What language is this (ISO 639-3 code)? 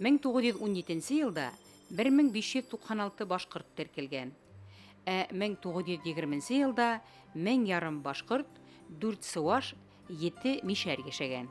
bak